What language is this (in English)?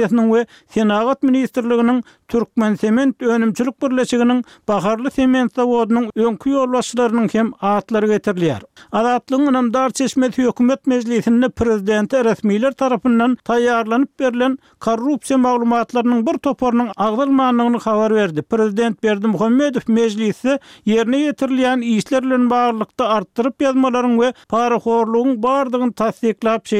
Turkmen